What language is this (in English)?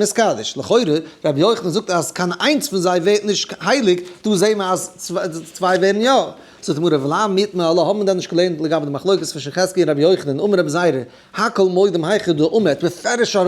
Yiddish